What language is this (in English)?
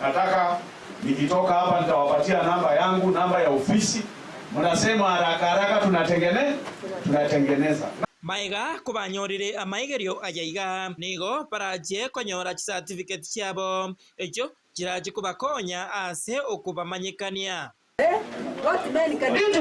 Gusii